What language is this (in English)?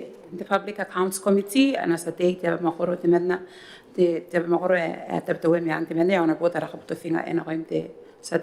Gilbertese